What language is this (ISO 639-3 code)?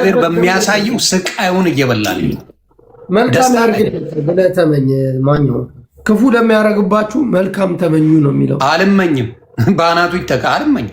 amh